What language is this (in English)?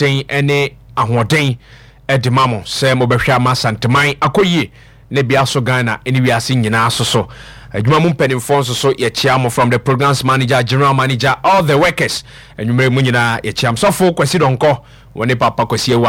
Akan